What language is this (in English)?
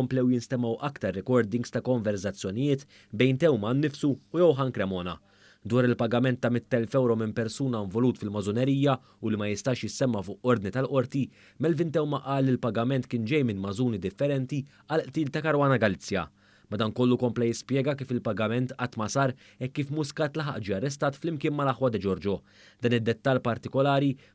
Maltese